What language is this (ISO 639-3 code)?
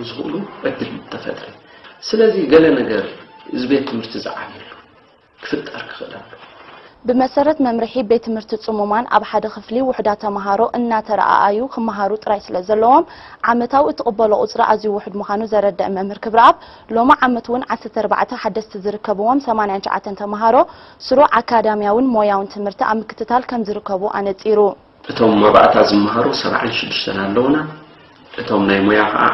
tir